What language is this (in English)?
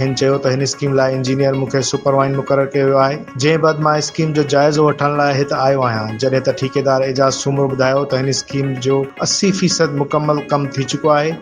Sindhi